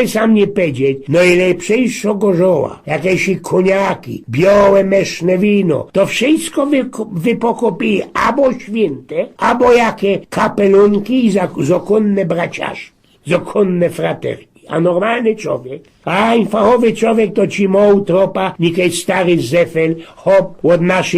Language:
Silesian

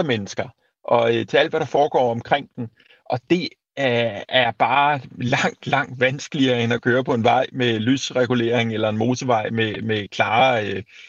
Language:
Danish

